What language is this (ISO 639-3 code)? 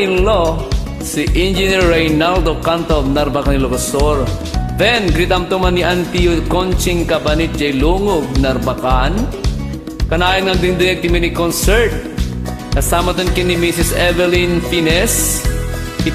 ilo